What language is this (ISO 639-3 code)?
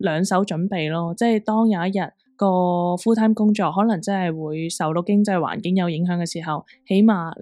yue